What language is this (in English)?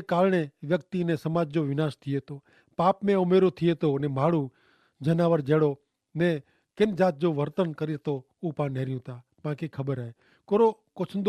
Kachhi